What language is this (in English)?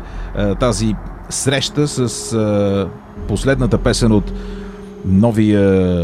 Bulgarian